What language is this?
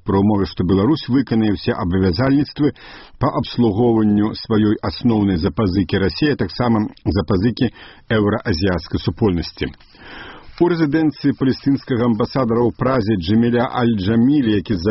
Belarusian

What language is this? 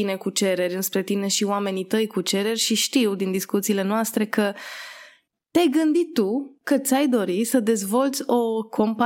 Romanian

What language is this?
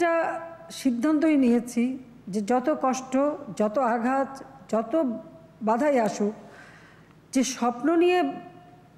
Bangla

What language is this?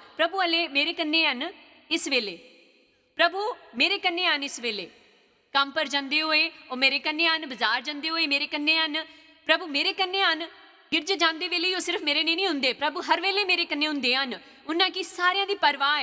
Dogri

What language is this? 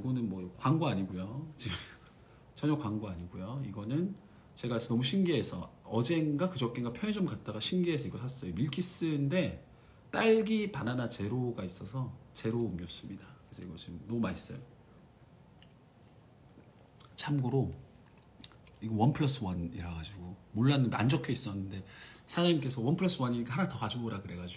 Korean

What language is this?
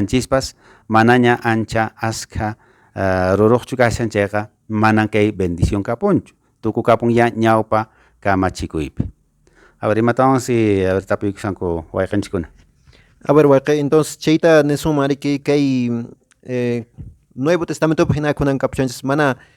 Quechua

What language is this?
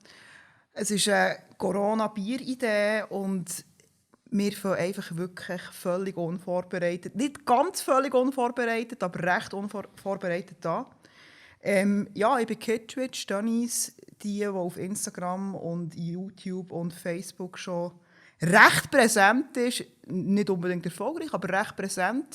Swiss German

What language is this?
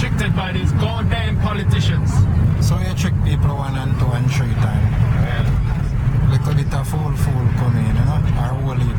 Jamaican Creole English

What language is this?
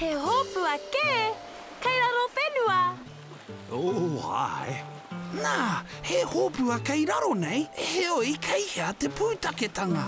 Māori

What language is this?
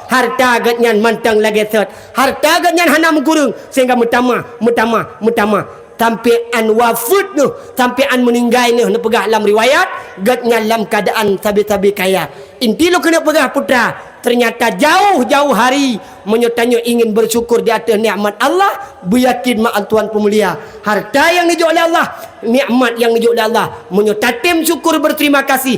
Achinese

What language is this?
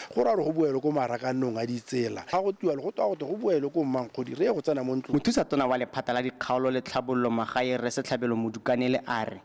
Tswana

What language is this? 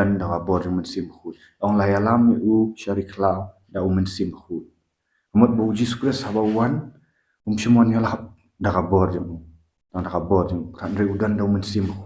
Khasi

